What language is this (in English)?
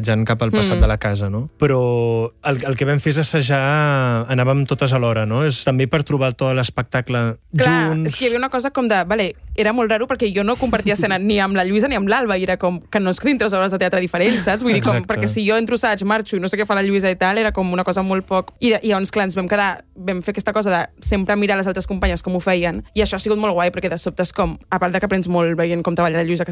Catalan